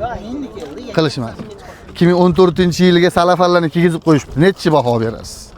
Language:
Uzbek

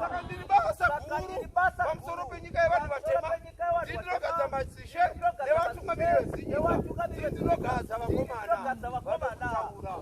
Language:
Shona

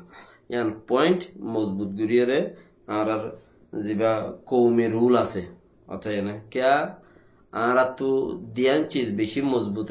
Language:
Rohingya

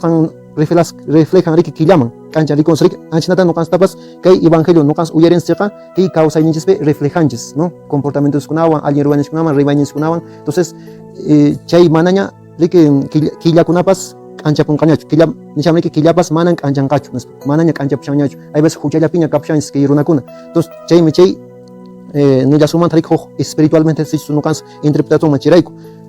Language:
Quechua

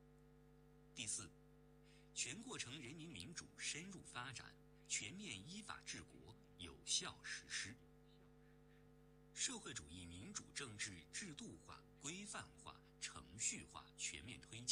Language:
Chinese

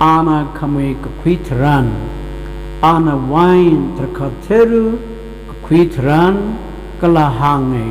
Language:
Tangkhul Naga (India)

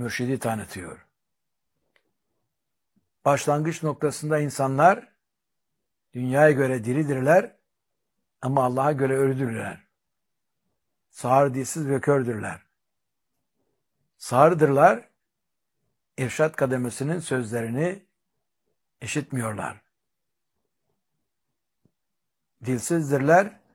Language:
Turkish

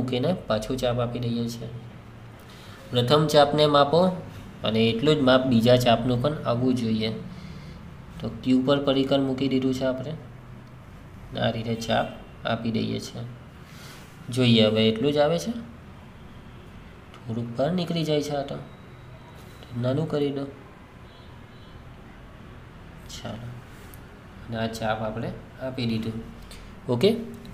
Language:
Gujarati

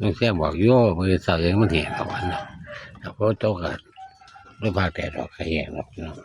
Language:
Northeastern Thai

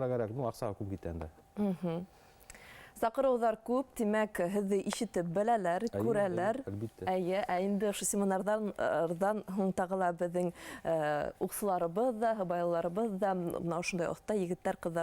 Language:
Bashkir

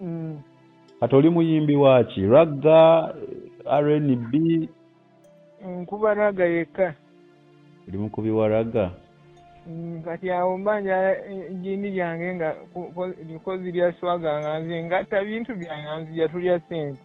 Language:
Ganda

